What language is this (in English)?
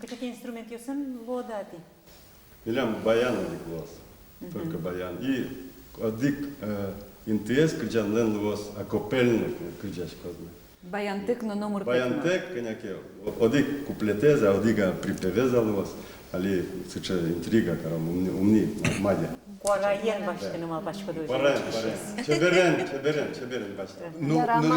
Udmurt